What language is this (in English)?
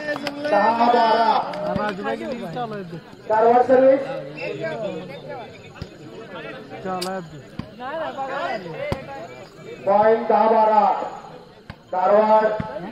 Marathi